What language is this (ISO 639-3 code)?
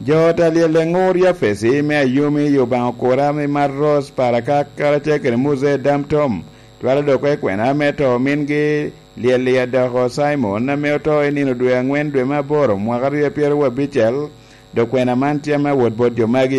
laj